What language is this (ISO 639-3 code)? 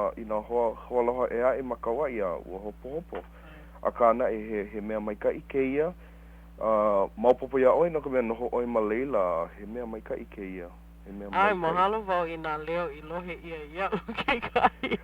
haw